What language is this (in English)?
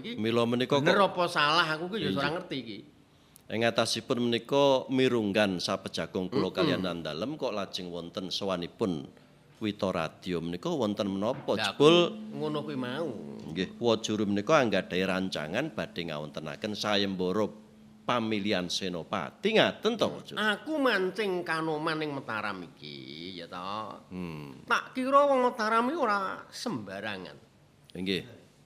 Javanese